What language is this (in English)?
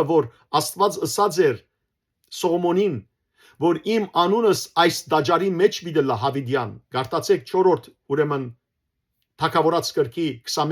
Western Armenian